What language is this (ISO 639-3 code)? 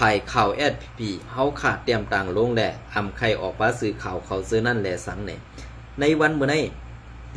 shn